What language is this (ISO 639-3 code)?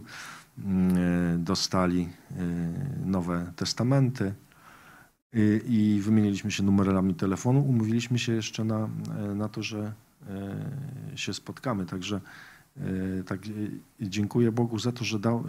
pol